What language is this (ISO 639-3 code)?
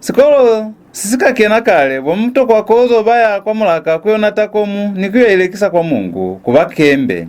loz